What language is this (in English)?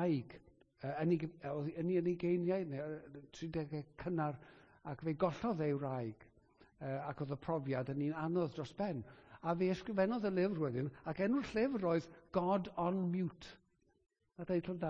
Welsh